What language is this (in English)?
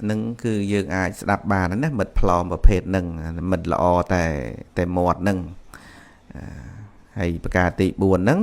Khmer